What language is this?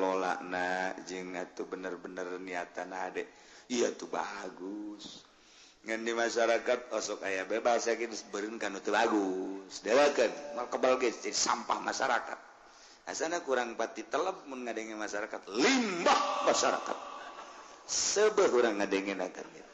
Sundanese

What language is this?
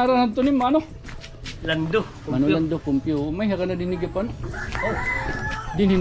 Waray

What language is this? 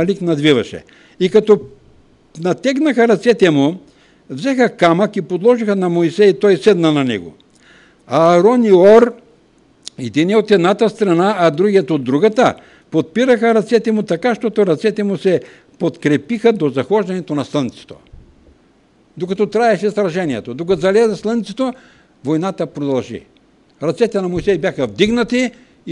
Bulgarian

